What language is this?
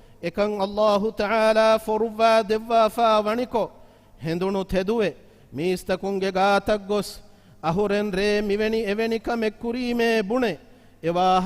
Divehi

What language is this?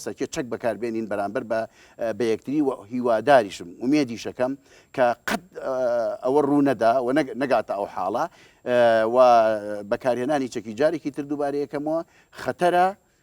Central Kurdish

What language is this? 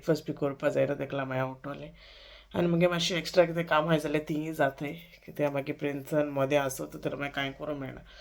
Konkani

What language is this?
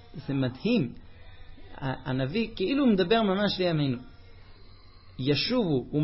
Hebrew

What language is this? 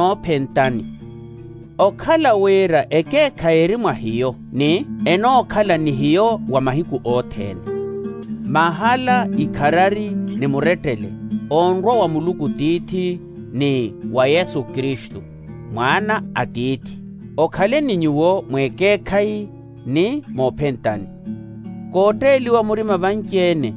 Makhuwa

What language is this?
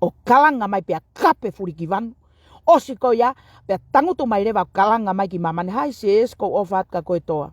Tongan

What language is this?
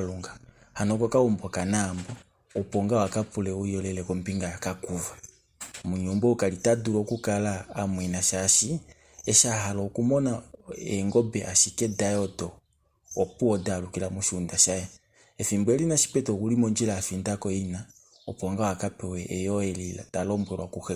Kuanyama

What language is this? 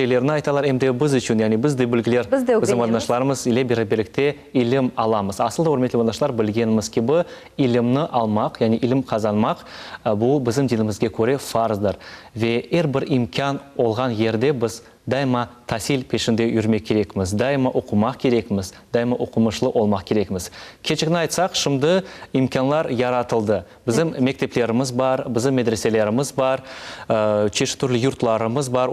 Crimean Tatar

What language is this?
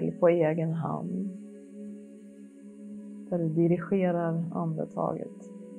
Swedish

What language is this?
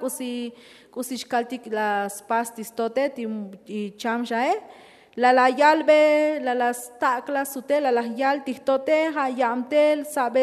Tzotzil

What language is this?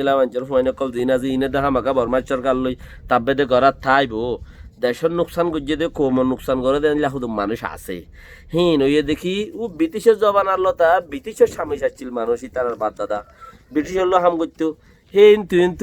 Rohingya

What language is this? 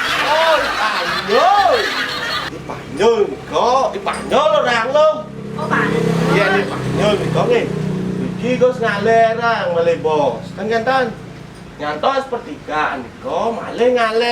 Balinese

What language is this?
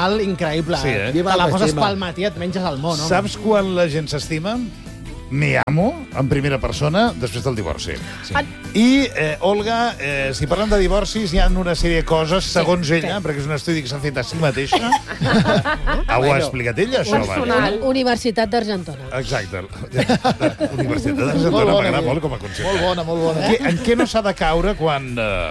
Catalan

